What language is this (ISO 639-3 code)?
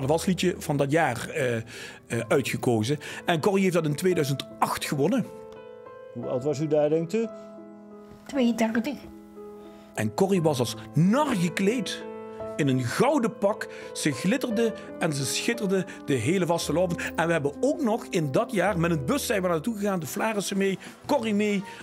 lim